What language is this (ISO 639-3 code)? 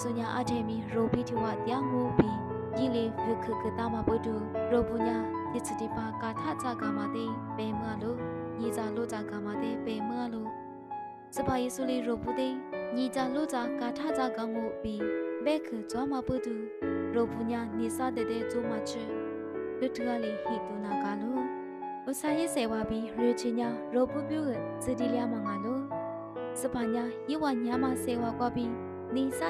lis